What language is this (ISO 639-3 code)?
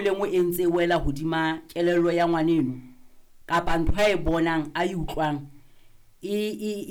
sot